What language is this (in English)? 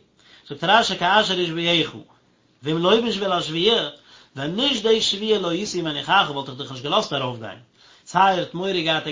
Yiddish